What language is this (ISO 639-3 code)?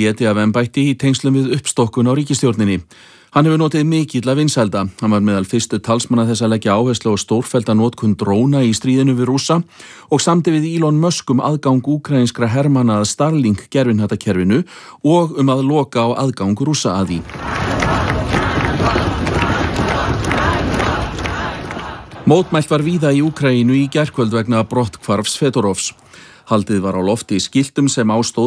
isl